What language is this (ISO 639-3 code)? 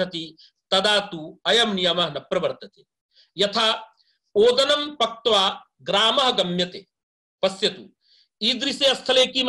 san